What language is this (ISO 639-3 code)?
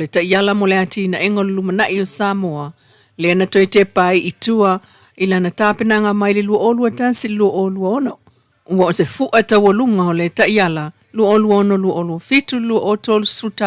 smo